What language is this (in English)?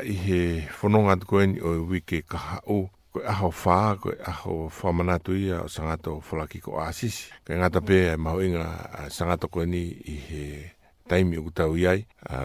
Tongan